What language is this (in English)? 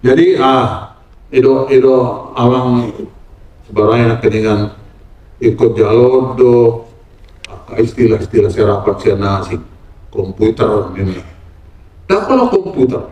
Batak Toba